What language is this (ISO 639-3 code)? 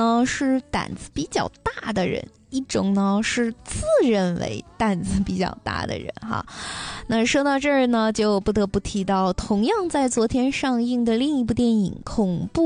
zho